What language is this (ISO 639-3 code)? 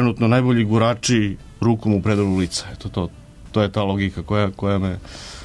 srp